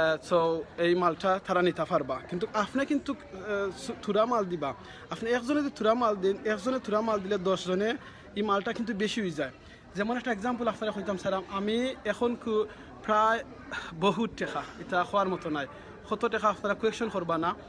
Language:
Sylheti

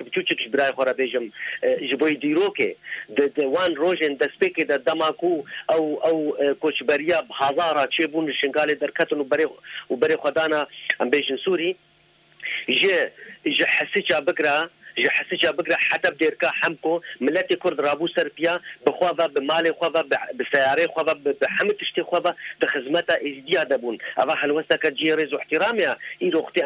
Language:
Kurdish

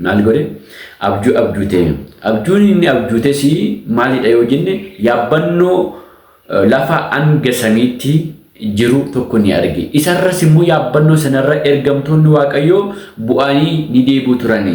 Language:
Oromo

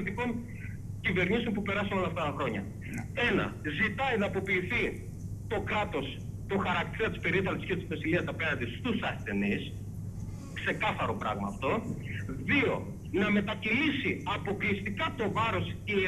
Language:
Greek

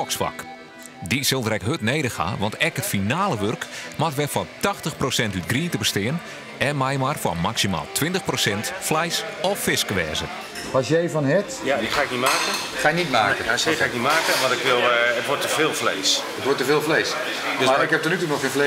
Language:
Western Frisian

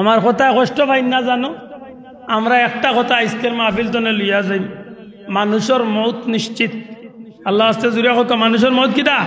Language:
Sylheti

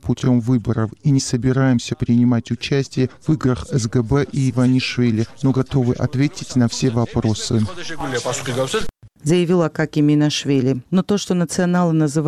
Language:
Russian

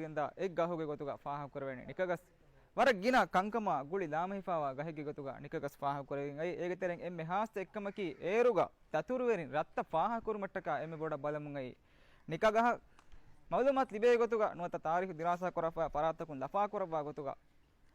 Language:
Divehi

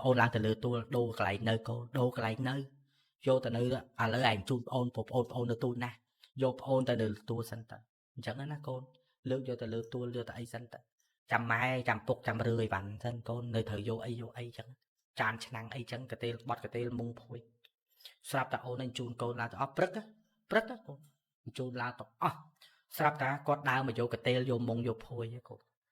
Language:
Khmer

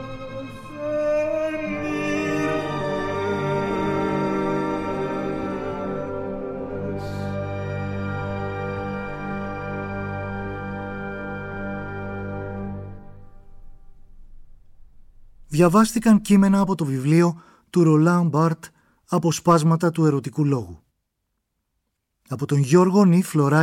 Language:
Greek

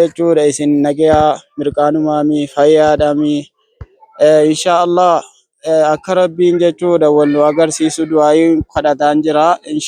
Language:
Oromo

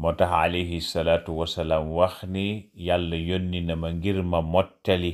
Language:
Wolof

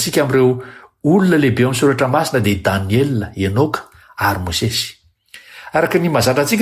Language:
Malagasy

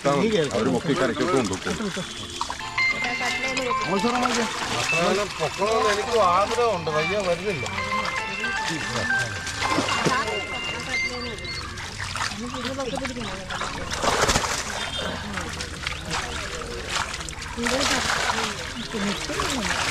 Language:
Malayalam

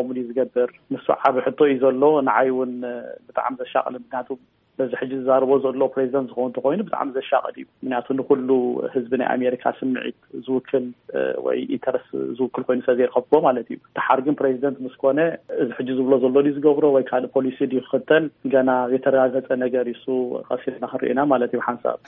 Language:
Tigrinya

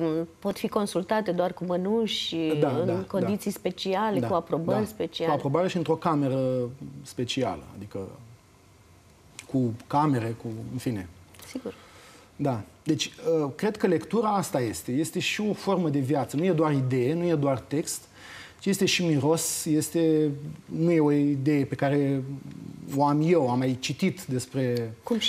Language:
Romanian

